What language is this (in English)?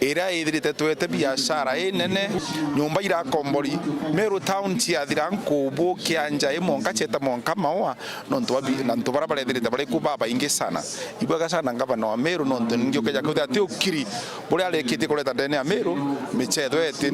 Meru